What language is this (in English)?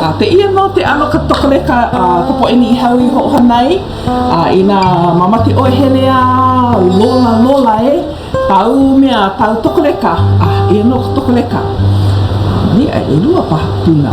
Hawaiian